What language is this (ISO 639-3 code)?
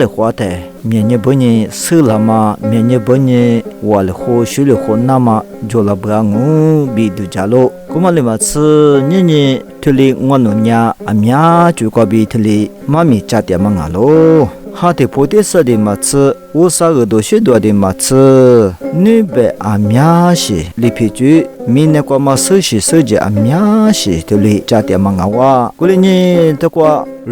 lis